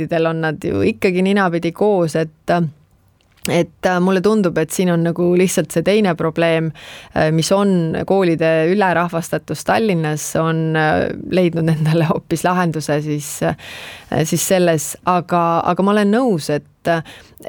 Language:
Estonian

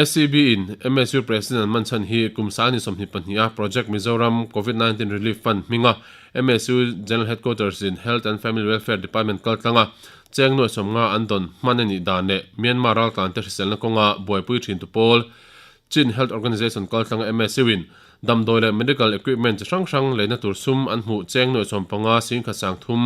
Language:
Mizo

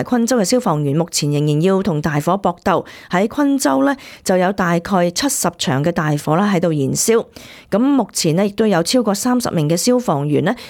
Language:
Cantonese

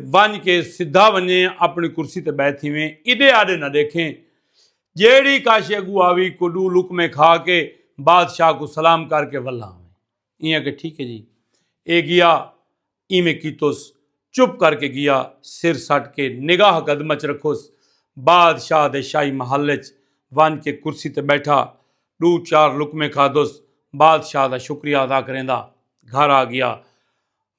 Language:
Saraiki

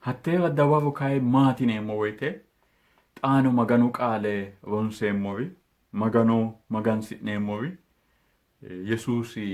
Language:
Sidamo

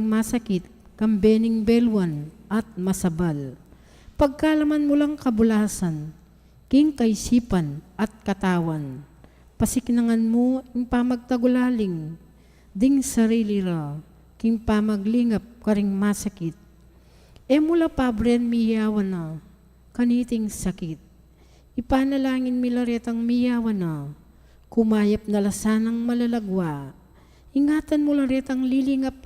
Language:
Pampanga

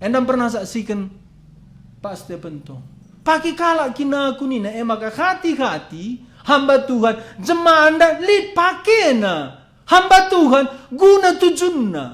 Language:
Batak Karo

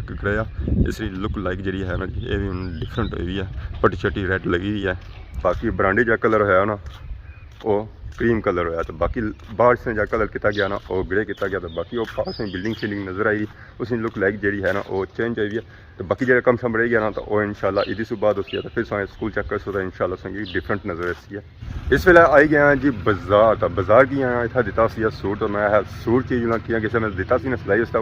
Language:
Pahari-Potwari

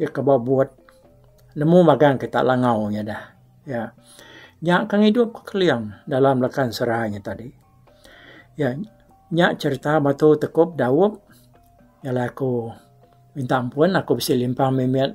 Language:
Iban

